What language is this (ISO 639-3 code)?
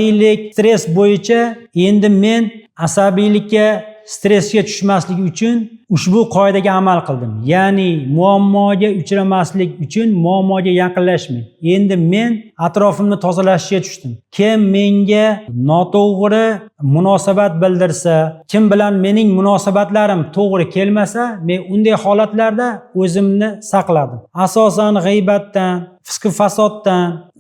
uzb